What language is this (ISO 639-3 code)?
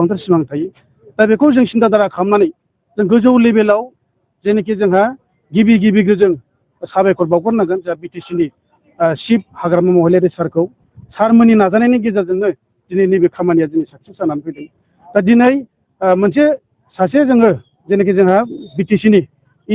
brx